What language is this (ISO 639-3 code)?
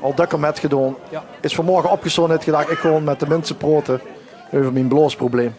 lim